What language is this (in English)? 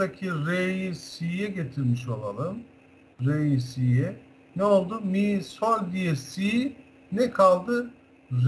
Turkish